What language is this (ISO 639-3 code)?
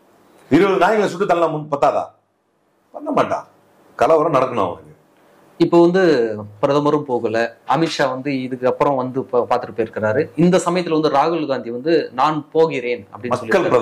tam